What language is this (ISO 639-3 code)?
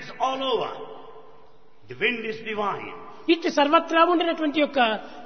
tel